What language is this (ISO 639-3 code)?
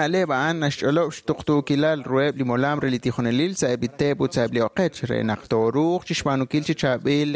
kek